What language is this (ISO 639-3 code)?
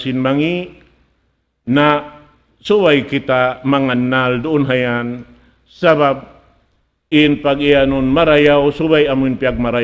tsg